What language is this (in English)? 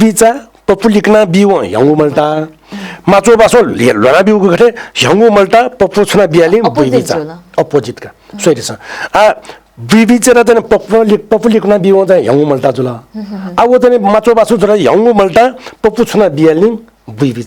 Newari